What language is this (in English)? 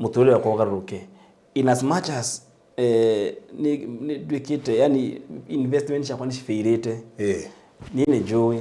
Kikuyu